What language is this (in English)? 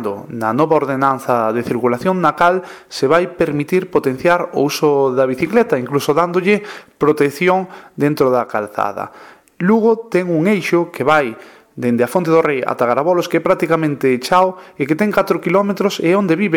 Galician